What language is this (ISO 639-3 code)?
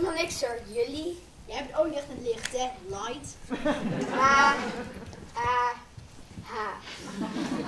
nld